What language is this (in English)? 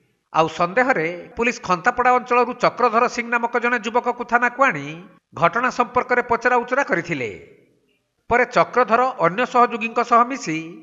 Odia